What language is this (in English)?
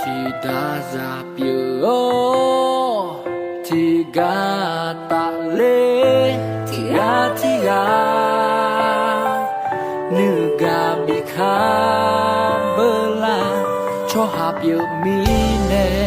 Akha